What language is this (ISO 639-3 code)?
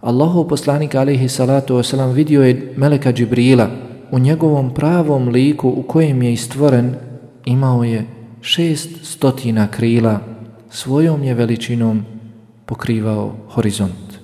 bos